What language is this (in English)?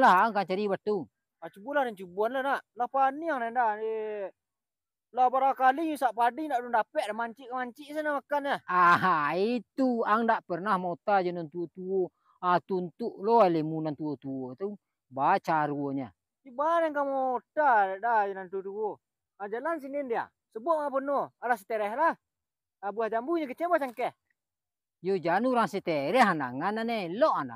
Minangkabau